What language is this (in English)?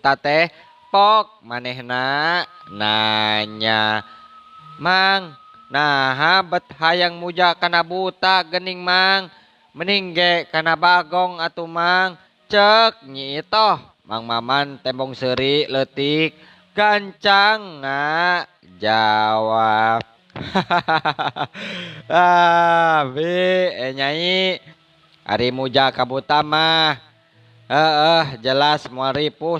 Sundanese